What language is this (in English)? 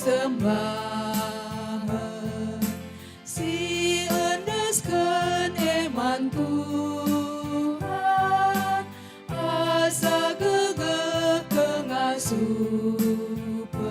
Batak Karo